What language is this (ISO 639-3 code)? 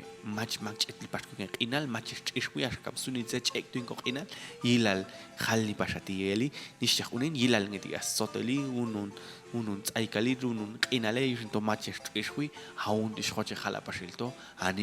jac